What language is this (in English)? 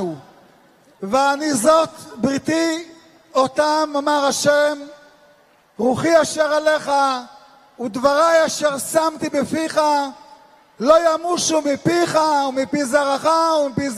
Hebrew